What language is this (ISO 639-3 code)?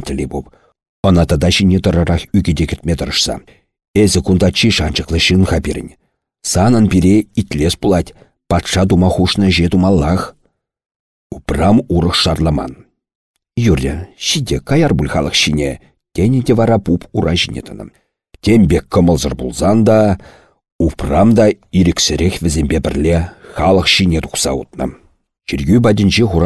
chv